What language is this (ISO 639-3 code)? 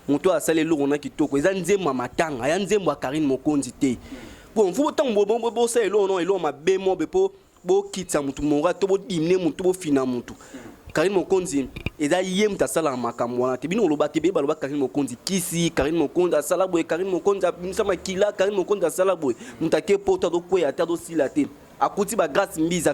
lin